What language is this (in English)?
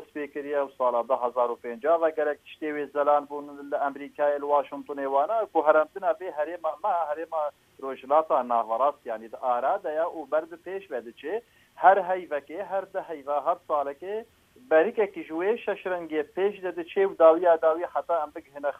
Kurdish